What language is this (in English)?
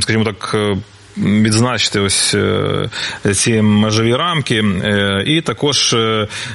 Ukrainian